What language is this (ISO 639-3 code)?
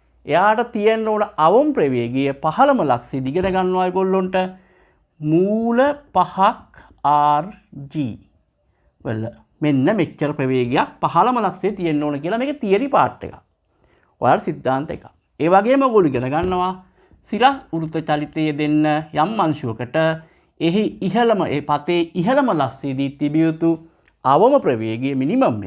sin